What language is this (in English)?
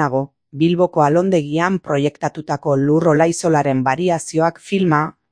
Basque